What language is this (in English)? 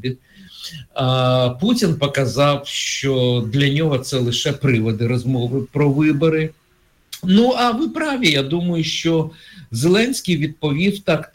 Ukrainian